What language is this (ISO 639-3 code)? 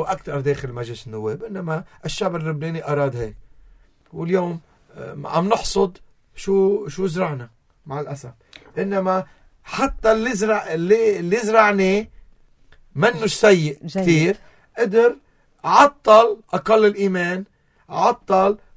apc